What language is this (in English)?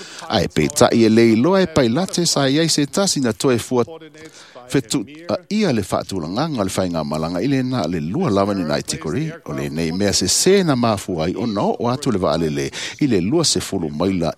Samoan